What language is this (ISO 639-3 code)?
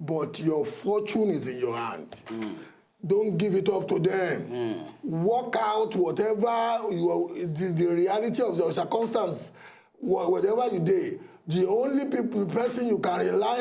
pcm